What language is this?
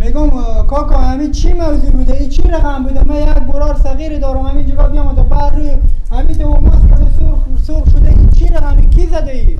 Persian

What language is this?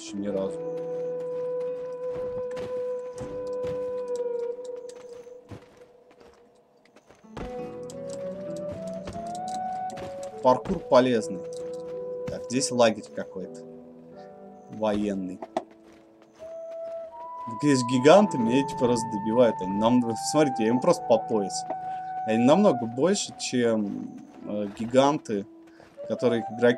Russian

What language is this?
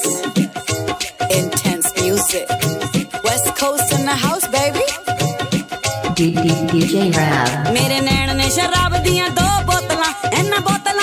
Punjabi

